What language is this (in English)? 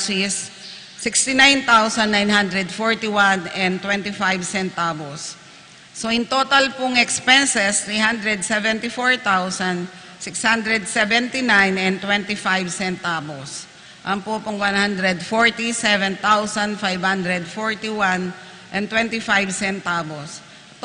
Pampanga